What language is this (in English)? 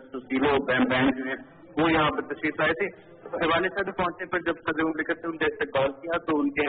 Urdu